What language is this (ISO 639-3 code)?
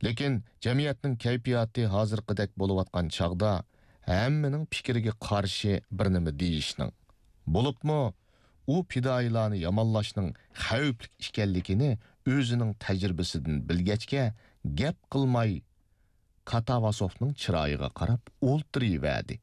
uig